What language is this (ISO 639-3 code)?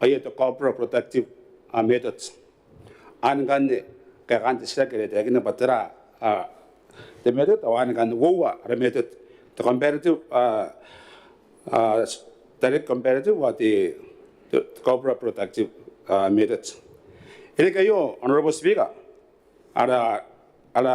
gil